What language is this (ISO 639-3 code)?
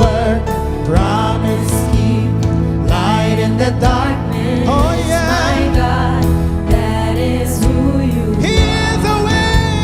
pap